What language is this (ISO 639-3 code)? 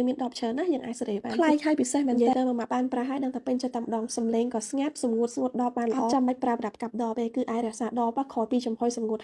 khm